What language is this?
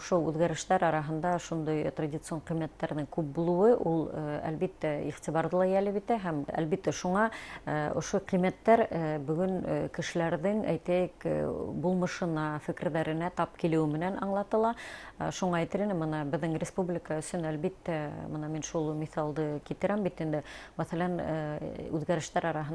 Bashkir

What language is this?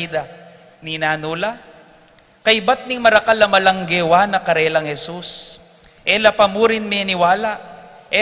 Pampanga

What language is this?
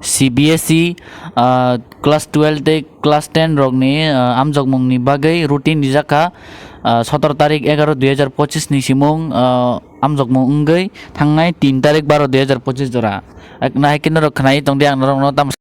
Kok Borok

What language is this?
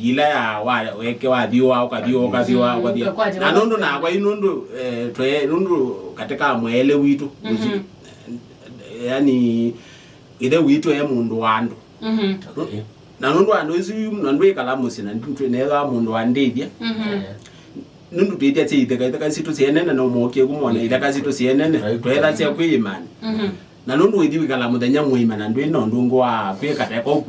Kamba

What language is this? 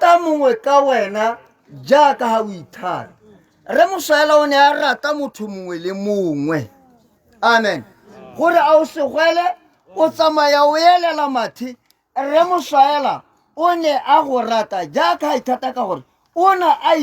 Tswana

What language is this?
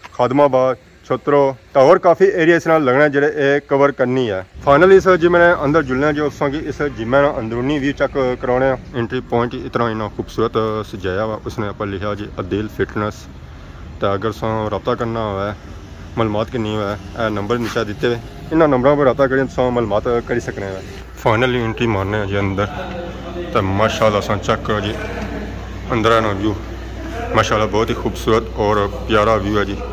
Pahari-Potwari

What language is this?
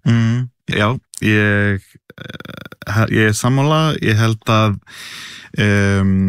Icelandic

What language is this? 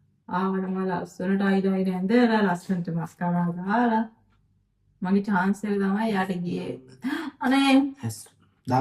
Sinhala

